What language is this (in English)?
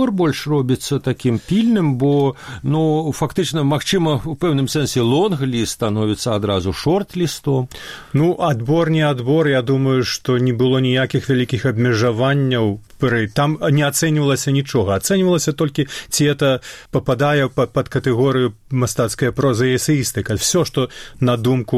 Belarusian